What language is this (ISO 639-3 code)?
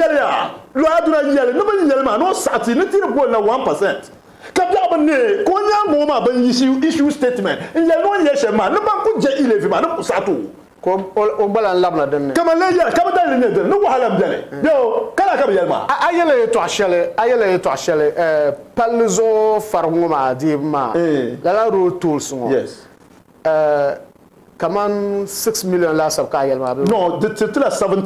dag